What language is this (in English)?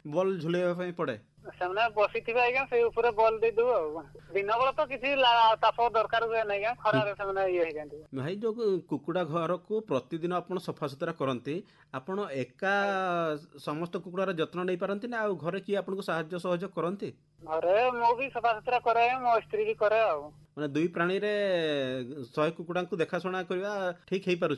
Odia